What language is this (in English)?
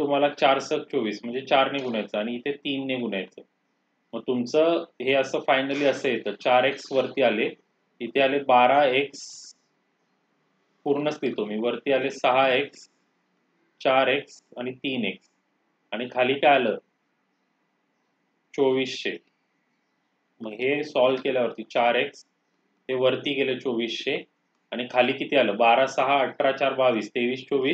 Marathi